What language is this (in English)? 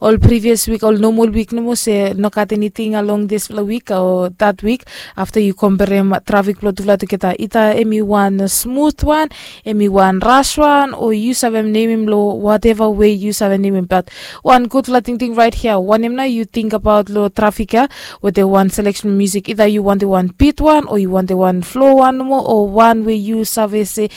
Bislama